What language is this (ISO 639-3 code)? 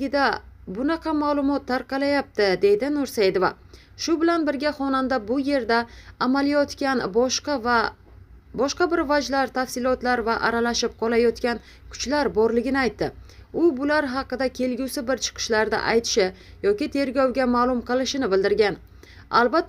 uzb